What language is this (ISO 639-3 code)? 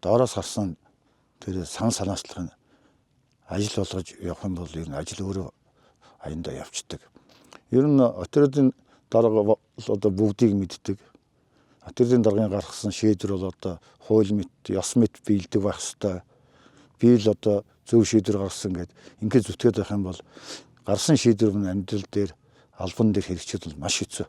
mon